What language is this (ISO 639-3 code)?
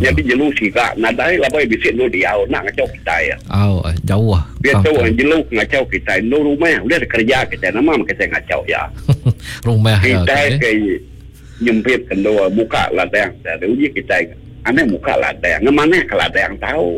iba